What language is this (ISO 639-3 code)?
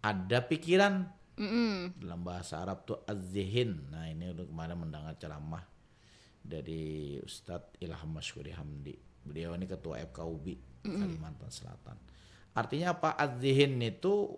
bjn